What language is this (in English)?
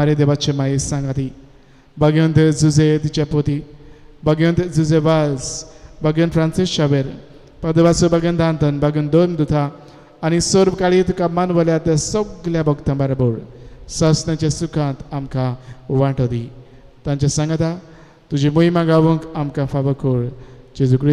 Konkani